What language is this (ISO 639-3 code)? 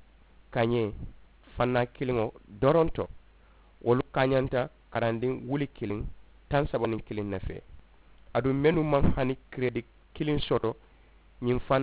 man